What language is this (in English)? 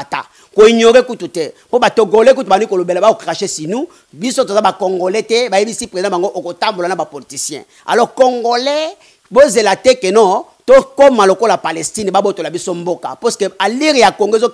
Lingala